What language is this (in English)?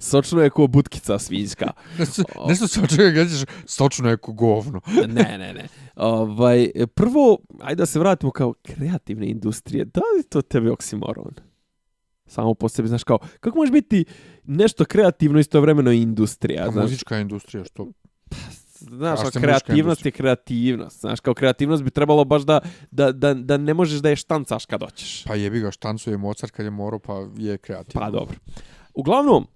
Bosnian